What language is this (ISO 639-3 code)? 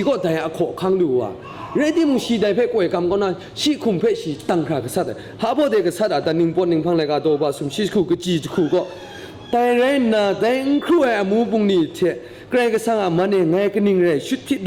kac